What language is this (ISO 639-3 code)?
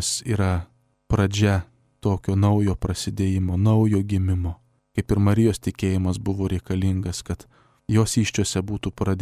lit